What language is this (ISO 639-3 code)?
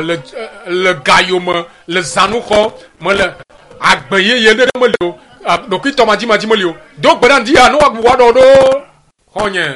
ewe